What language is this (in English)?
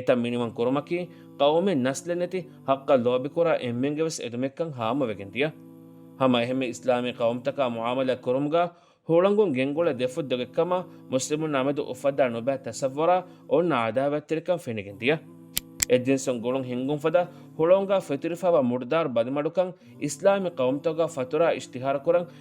Divehi